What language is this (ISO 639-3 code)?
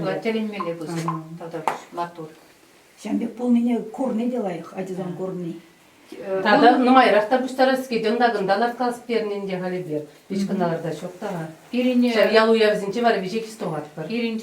chv